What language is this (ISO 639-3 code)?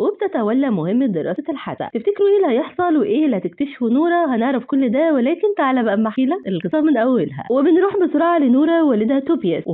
arz